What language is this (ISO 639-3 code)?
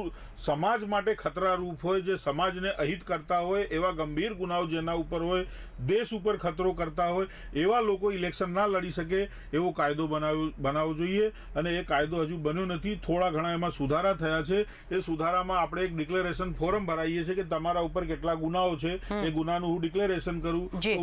guj